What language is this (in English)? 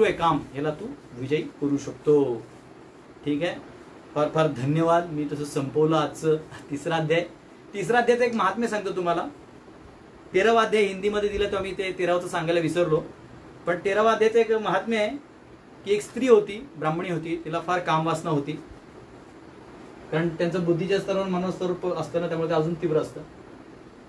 Marathi